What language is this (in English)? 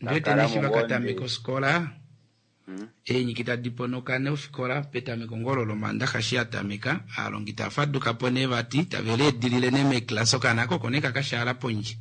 Kuanyama